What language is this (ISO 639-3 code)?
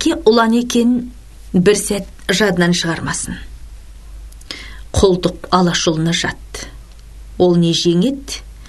kaz